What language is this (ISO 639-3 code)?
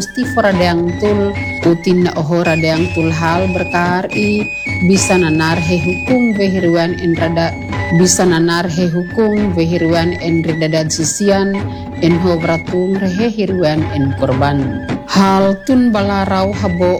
ind